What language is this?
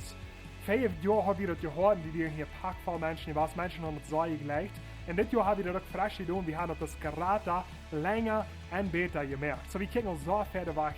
Plautdietsch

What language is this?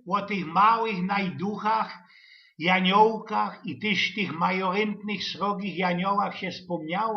Silesian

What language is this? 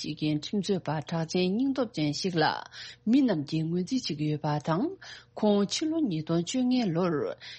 Tibetan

